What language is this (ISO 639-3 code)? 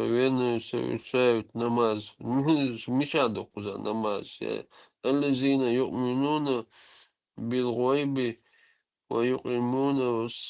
che